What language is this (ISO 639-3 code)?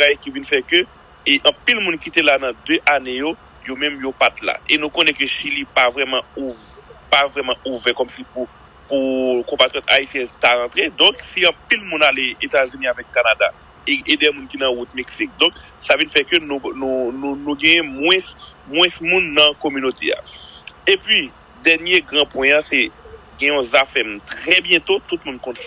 hat